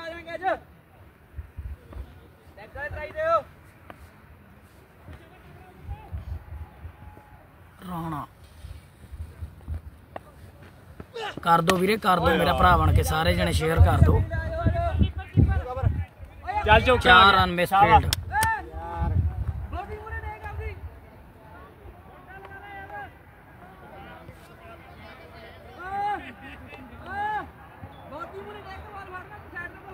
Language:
Punjabi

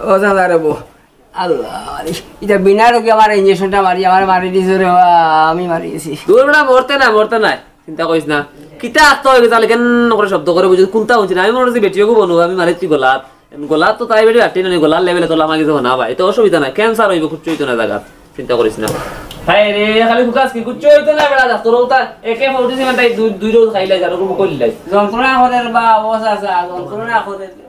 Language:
Sylheti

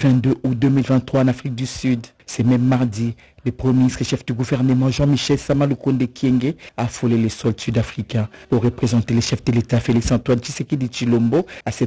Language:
French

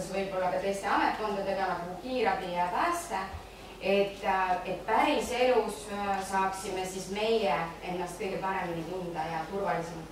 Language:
Estonian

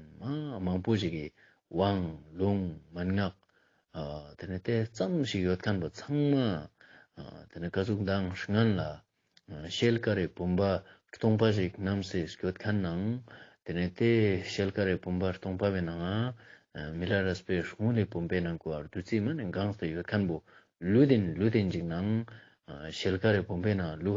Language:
Ladakhi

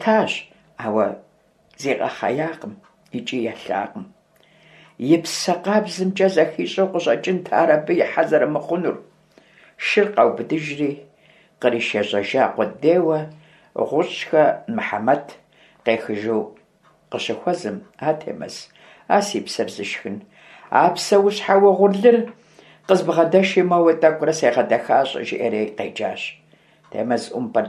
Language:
Kabardian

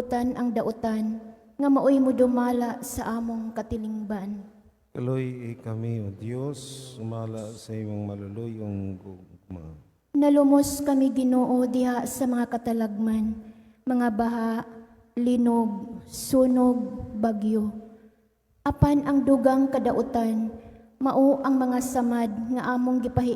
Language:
Cebuano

